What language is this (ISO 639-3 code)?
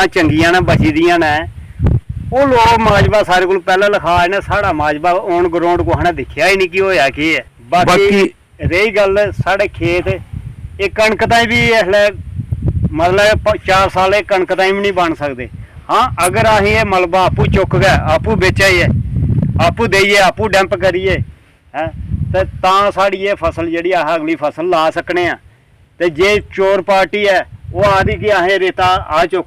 doi